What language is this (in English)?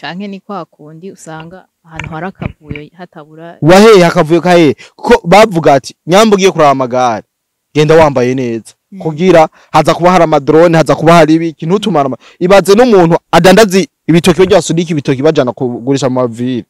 Rundi